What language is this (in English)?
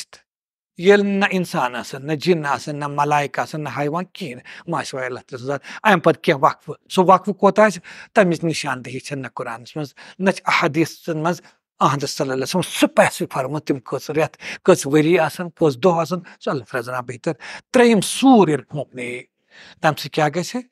Kashmiri